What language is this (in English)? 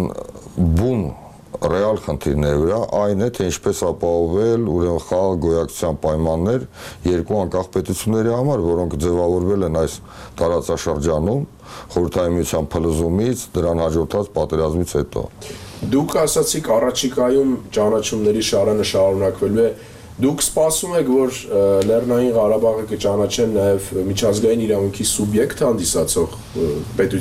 Armenian